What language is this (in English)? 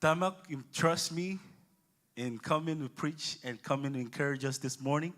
Marshallese